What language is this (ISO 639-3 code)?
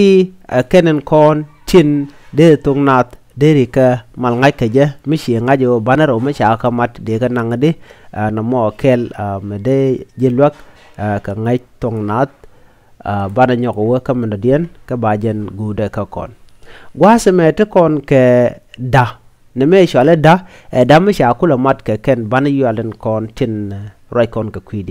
nus